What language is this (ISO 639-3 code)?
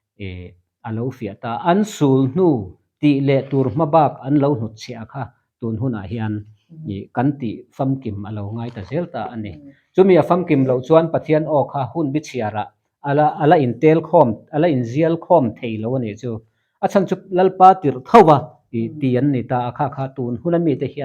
lus